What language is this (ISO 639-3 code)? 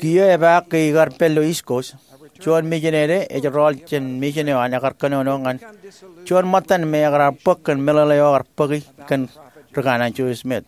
mah